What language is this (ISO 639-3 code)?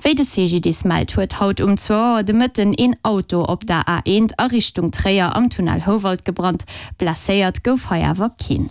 ltz